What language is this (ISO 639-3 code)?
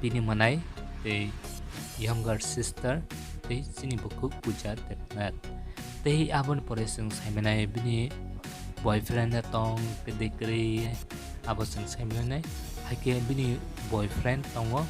trp